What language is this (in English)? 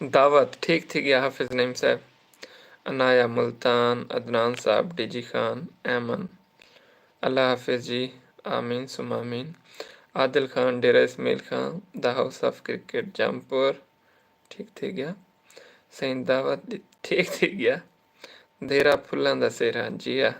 Saraiki